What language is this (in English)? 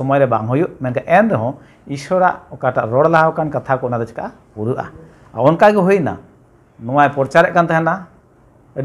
Santali